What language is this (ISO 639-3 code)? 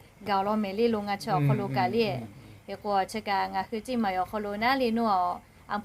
lhu